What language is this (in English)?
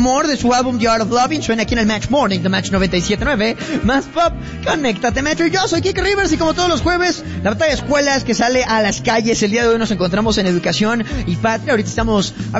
Spanish